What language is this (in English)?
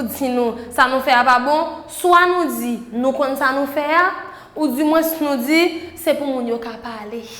Haitian Creole